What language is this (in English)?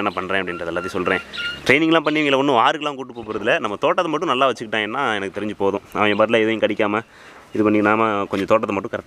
Tamil